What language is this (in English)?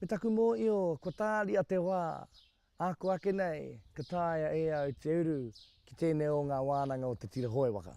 Māori